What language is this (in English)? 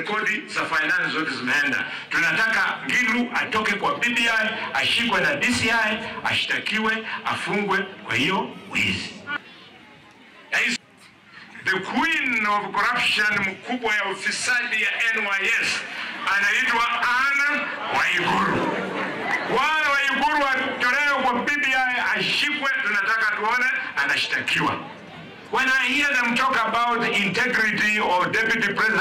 Swahili